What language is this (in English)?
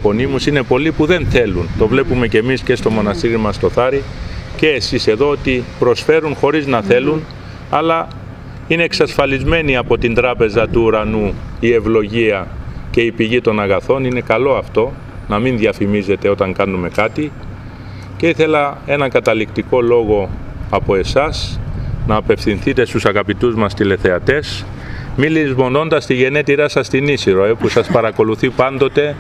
Greek